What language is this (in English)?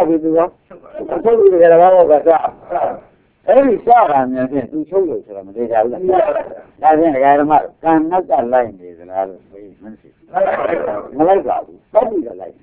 Burmese